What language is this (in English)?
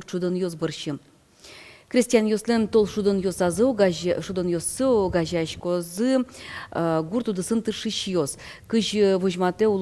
Udmurt